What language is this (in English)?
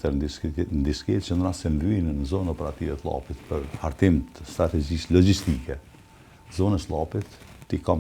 Albanian